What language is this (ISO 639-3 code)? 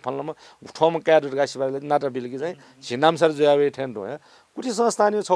new